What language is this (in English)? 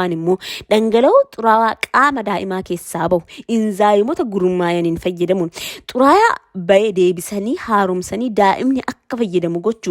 Oromo